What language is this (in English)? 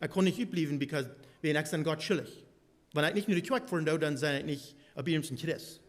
Plautdietsch